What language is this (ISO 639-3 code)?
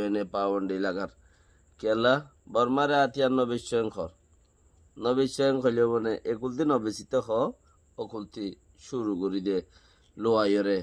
rhg